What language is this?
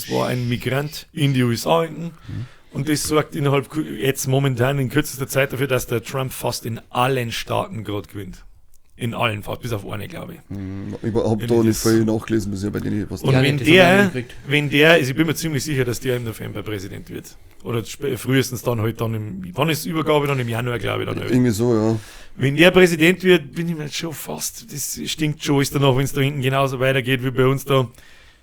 Bavarian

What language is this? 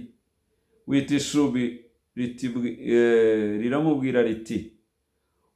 Kinyarwanda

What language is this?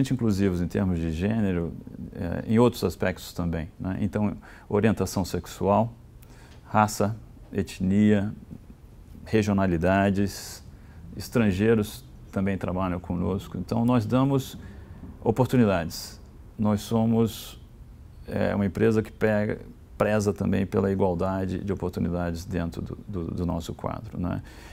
Portuguese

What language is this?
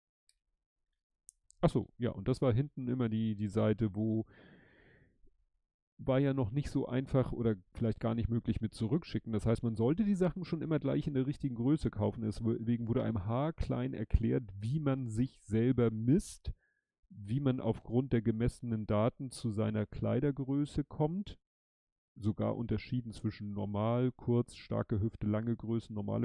German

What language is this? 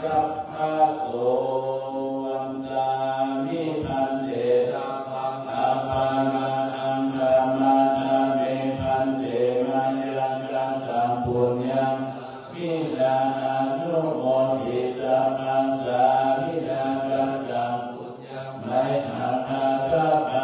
Pali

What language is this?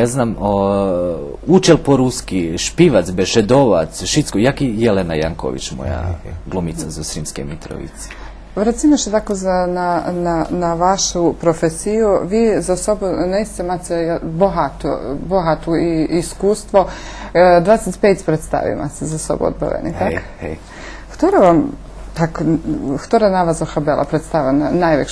Rusyn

